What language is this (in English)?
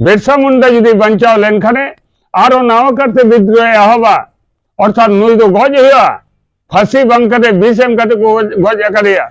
Santali